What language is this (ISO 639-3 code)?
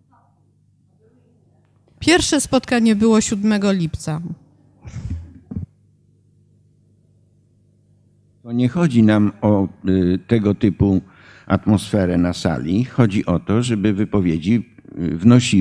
pol